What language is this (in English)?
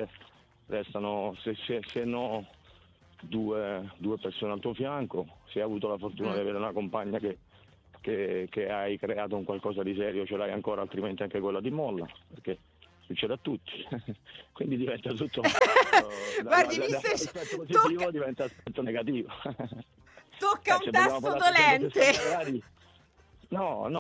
Italian